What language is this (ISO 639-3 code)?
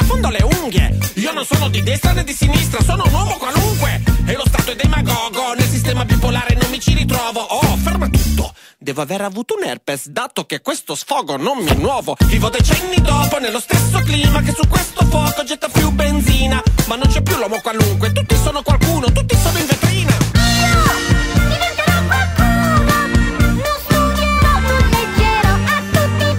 ita